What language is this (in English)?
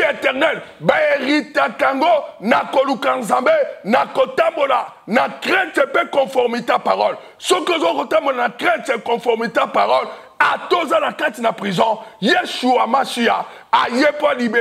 Lingala